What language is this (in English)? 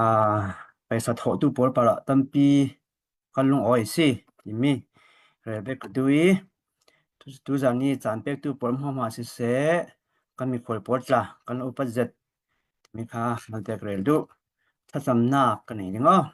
Falam Chin